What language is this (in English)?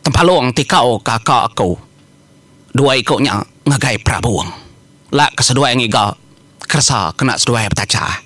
Iban